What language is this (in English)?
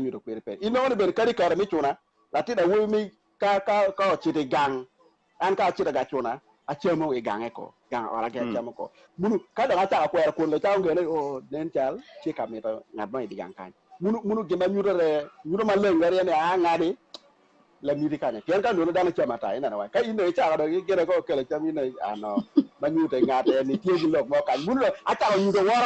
Acoli